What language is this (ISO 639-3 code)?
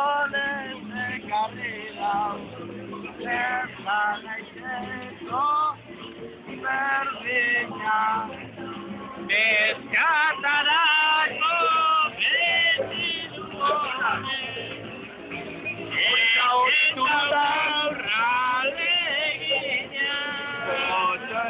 eus